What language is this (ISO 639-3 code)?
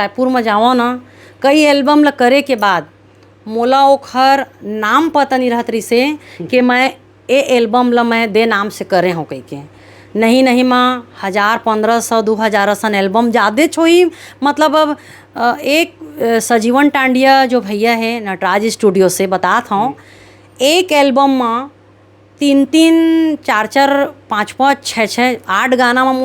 hne